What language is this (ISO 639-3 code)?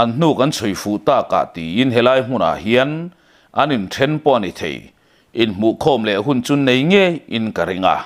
lus